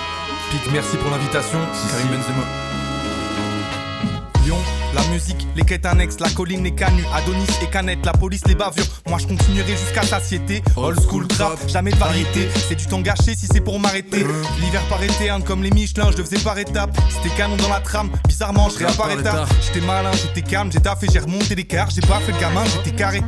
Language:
French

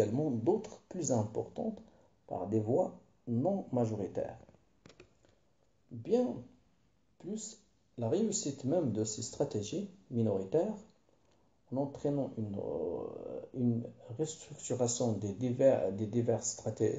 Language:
French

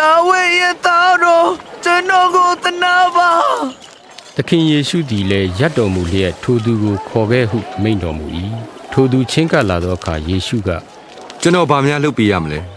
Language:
Burmese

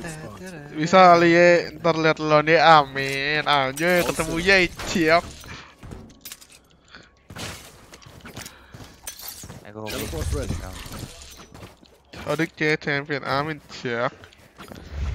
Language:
Indonesian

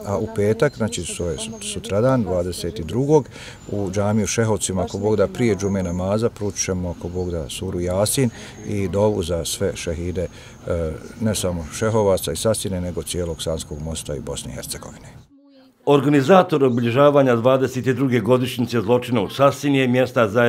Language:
Bosnian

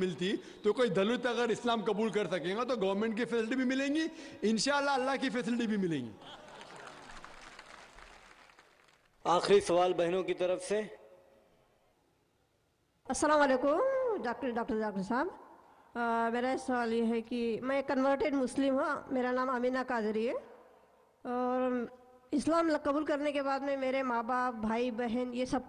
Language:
Urdu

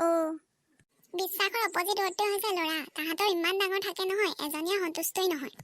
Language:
Assamese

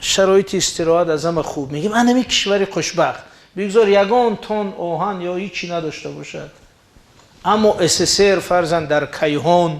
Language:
Tajik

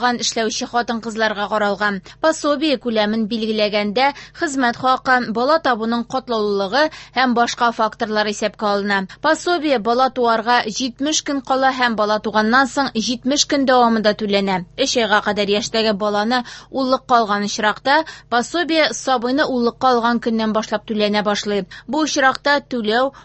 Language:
Tatar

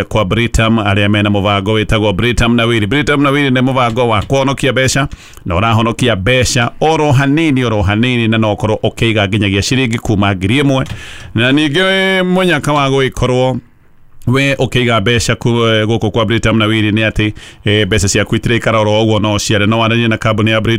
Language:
Kikuyu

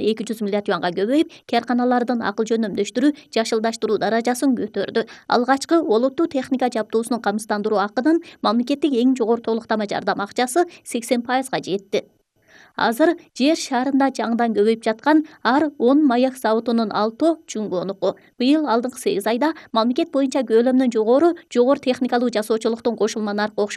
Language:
Kyrgyz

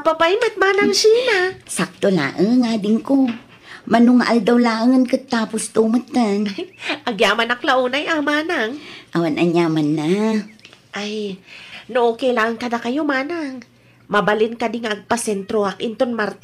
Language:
Iloko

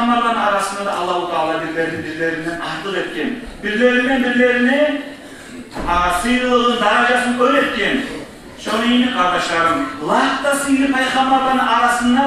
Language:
Kumyk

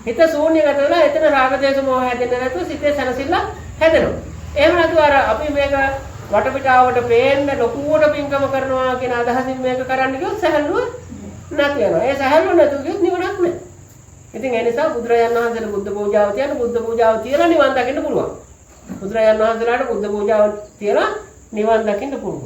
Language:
Sinhala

